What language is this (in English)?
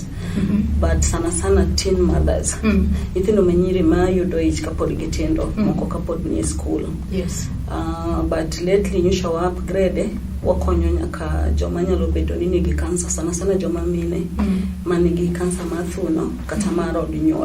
Luo (Kenya and Tanzania)